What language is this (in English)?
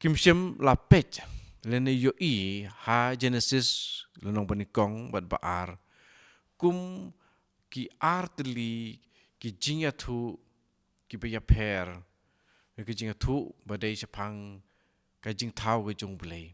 Khasi